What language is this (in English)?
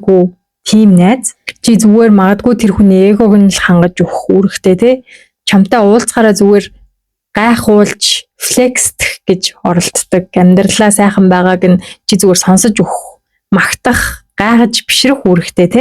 Mongolian